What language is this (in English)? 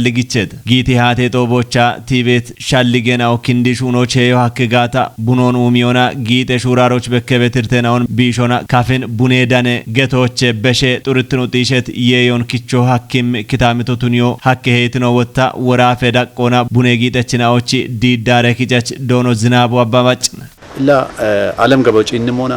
Kafa